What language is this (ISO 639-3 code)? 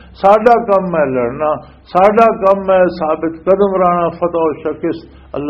lah